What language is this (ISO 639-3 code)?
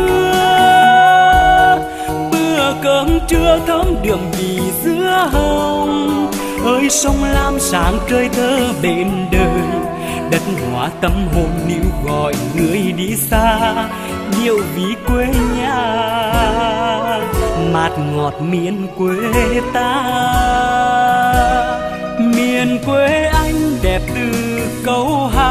vie